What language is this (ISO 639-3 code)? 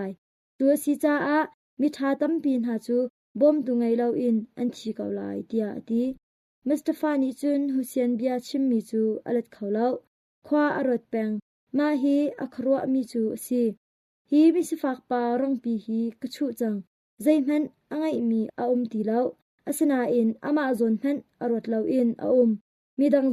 cnh